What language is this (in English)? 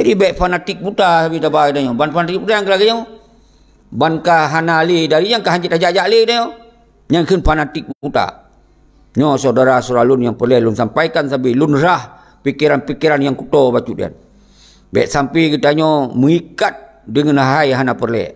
Achinese